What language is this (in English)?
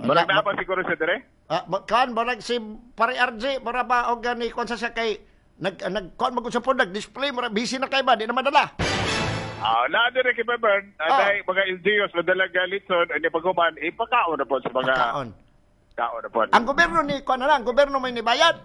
Cebuano